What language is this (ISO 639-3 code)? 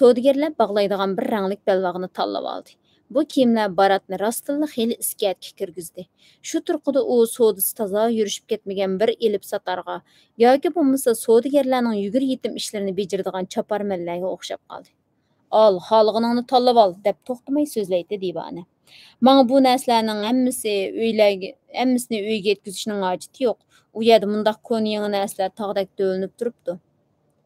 uig